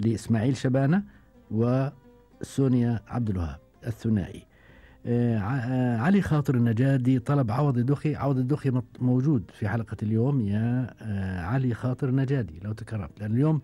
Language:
Gulf Arabic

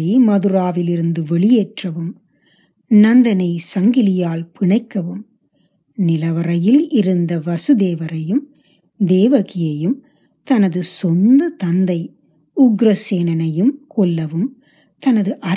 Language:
Tamil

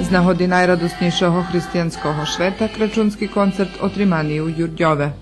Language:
Rusyn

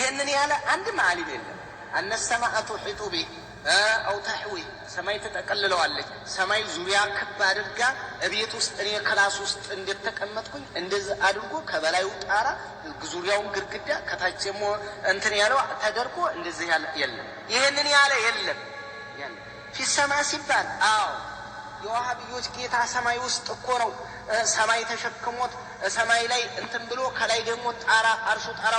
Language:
Amharic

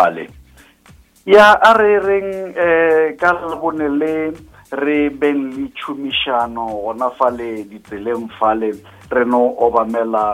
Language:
Northern Sotho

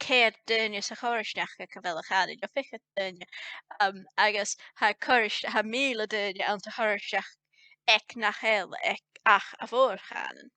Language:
Scottish Gaelic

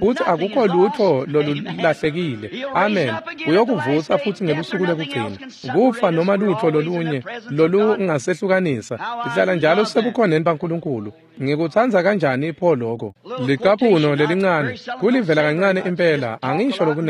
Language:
Swati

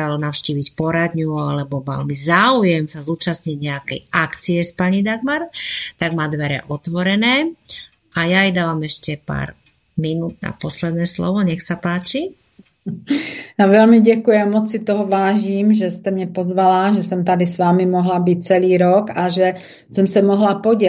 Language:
Czech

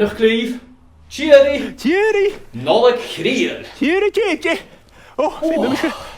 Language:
Scottish Gaelic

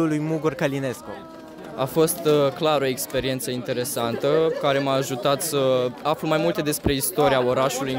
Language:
Romanian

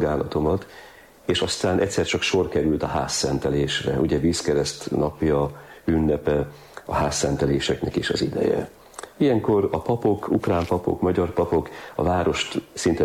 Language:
Hungarian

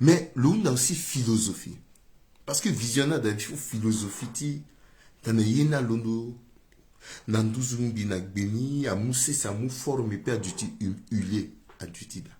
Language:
Sango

